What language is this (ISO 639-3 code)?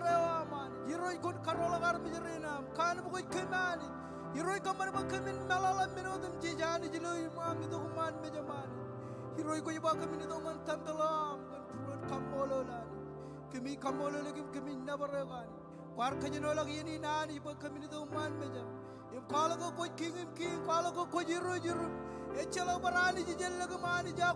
mah